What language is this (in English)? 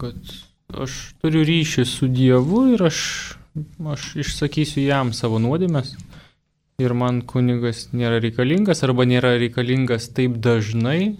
Lithuanian